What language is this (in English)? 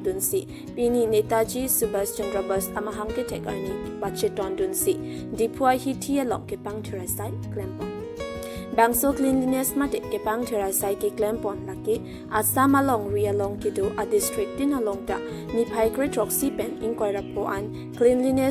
Karbi